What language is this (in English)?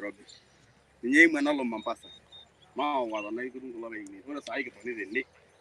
Masai